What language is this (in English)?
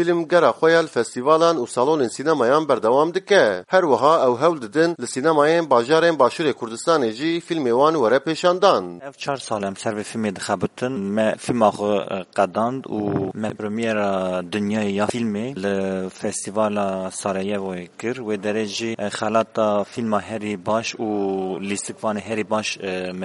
Kurdish